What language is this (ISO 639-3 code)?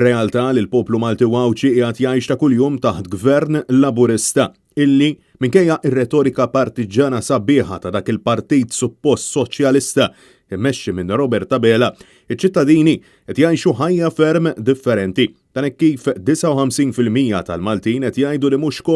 mlt